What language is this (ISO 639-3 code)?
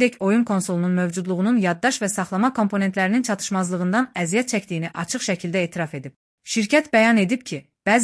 aze